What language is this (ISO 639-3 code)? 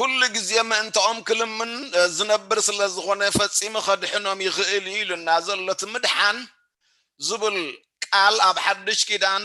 tir